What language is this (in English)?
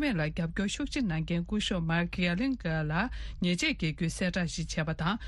Tibetan